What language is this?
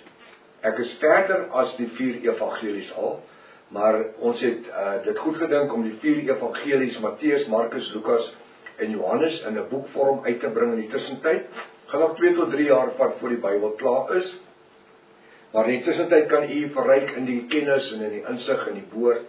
Afrikaans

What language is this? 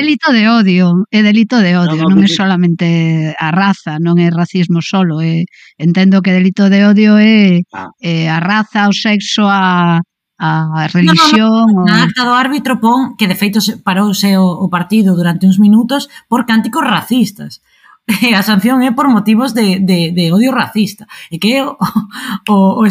Galician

